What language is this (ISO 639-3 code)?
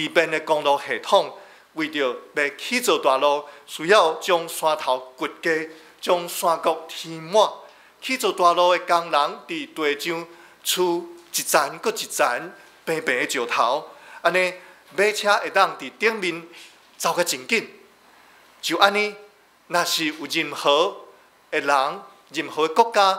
nan